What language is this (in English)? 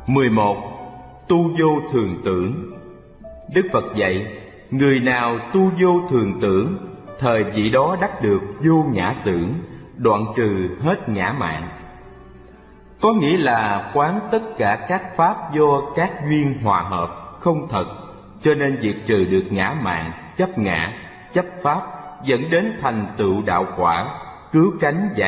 Vietnamese